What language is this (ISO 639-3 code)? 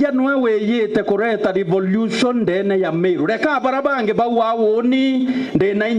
mer